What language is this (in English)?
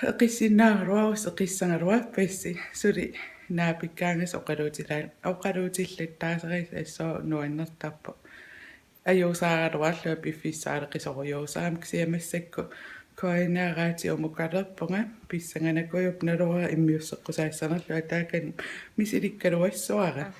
Kalaallisut